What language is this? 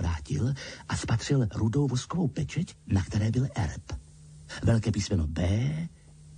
Czech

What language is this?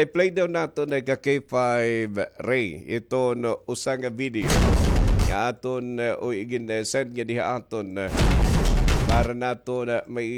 Waray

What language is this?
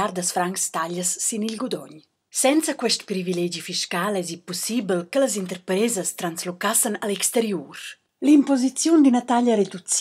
Romansh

